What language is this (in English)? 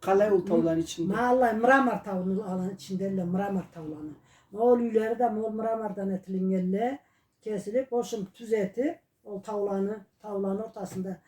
Karachay-Balkar